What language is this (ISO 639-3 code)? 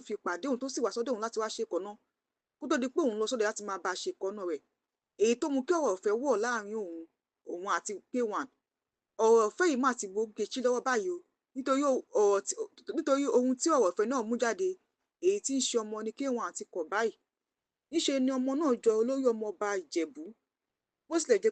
yor